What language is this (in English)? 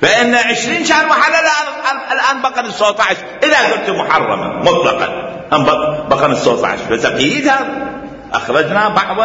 Mesopotamian Arabic